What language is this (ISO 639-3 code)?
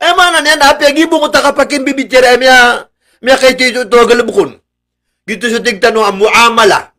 mrw